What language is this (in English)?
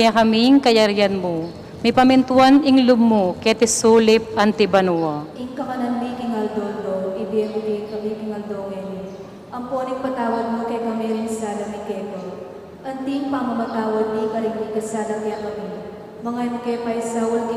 Pampanga